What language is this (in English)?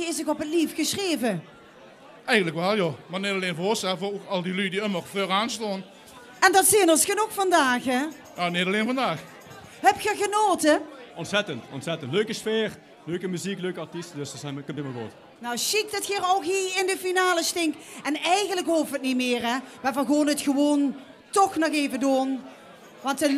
Limburgish